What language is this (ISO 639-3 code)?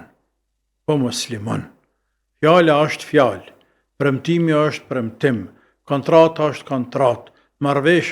sqi